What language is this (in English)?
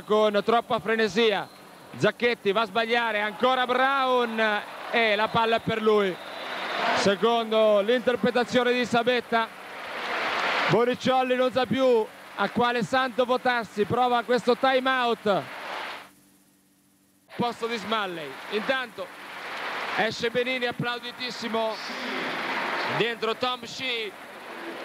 Italian